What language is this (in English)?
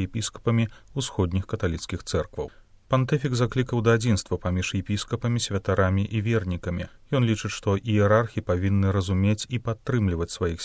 Belarusian